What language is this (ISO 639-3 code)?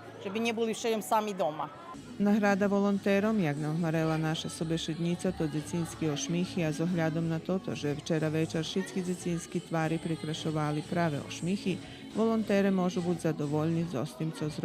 rue